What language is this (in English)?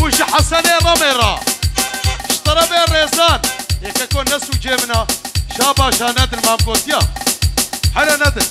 Kurdish